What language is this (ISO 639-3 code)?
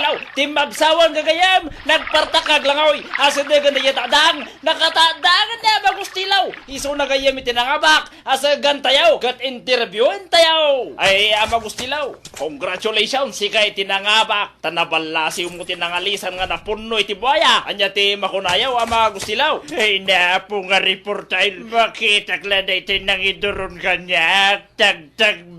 ilo